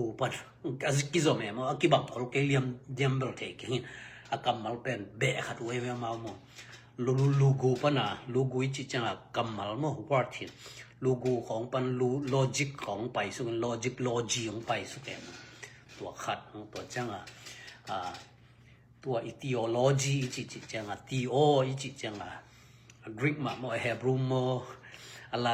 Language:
Tedim Chin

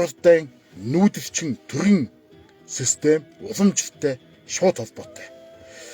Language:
Mongolian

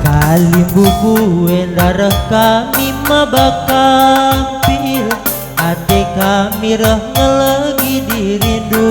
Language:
Batak Karo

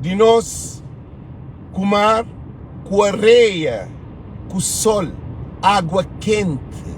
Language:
Kabuverdianu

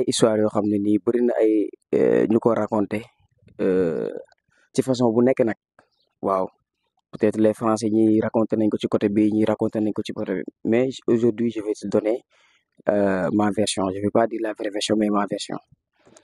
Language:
Wolof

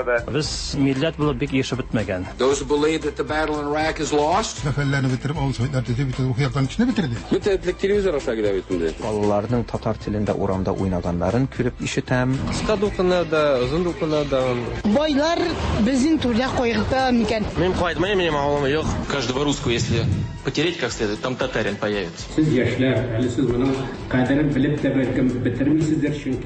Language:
Tatar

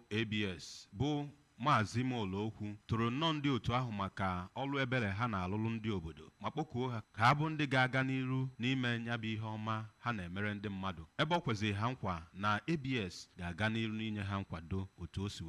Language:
Igbo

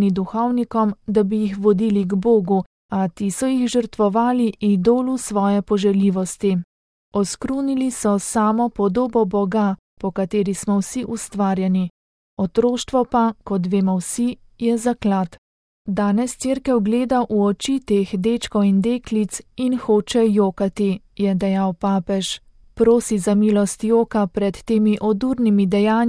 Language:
Slovenian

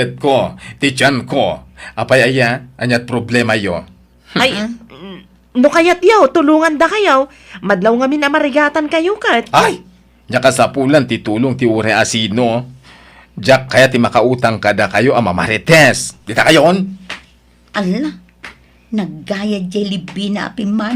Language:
Iloko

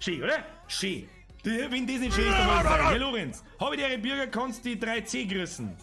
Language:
Bavarian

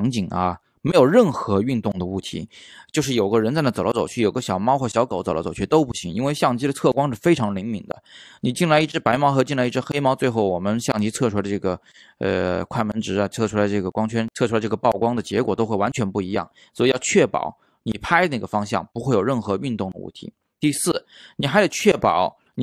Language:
Chinese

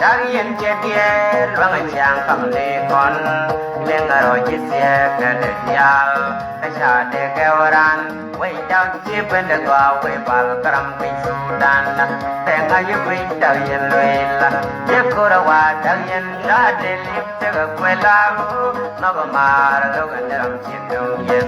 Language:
Nuer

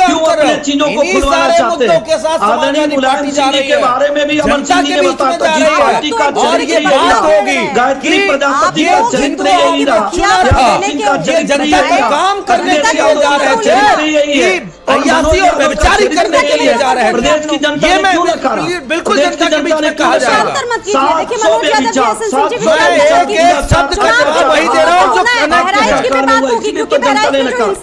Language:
Hindi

